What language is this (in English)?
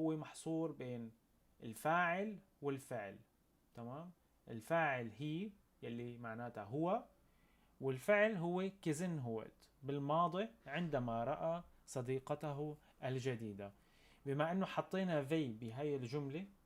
North Levantine Arabic